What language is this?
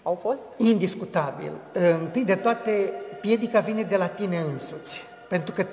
Romanian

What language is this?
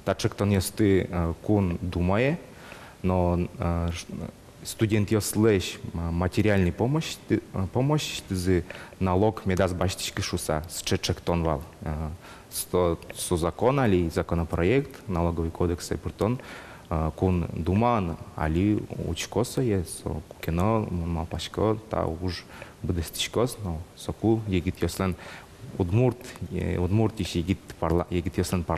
Udmurt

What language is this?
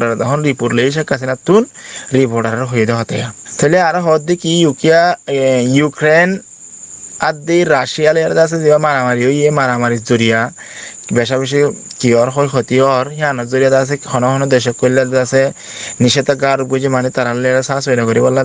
Rohingya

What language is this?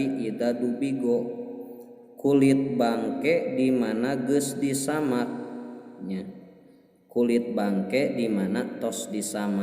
Sundanese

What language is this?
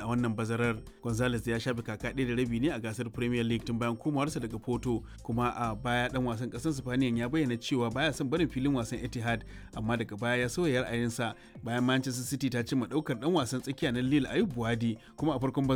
Hausa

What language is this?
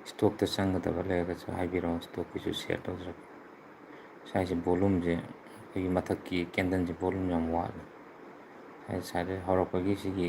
Manipuri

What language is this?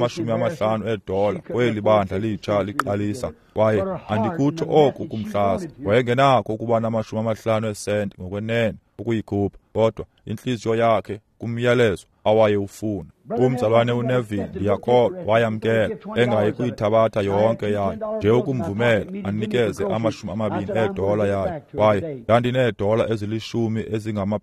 Xhosa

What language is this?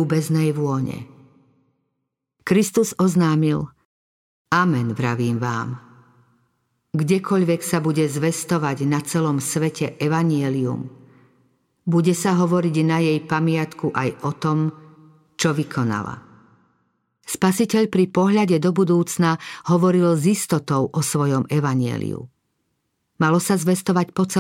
Slovak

